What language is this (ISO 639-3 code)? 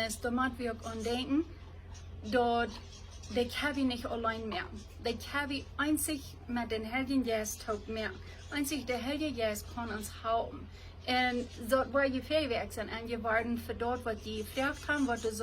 pdt